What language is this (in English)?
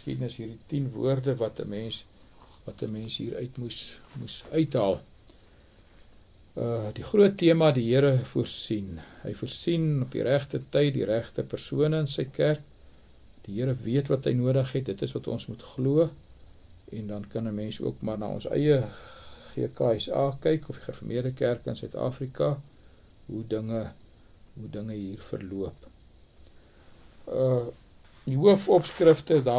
Afrikaans